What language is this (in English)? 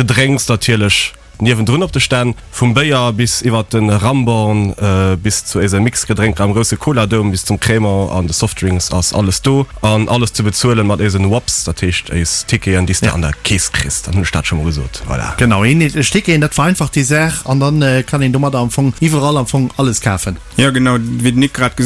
Luxembourgish